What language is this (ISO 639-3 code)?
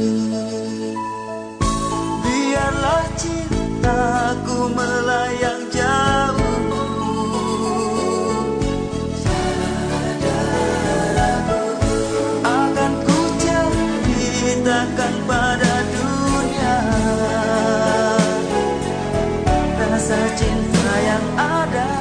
ind